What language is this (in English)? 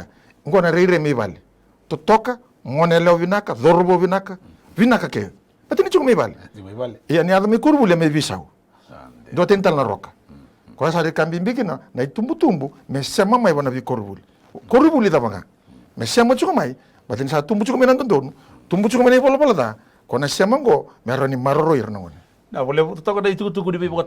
Fijian